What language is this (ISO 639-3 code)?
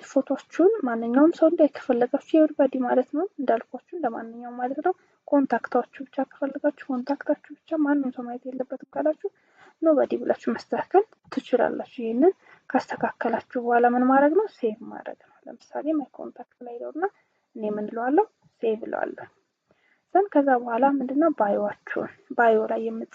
amh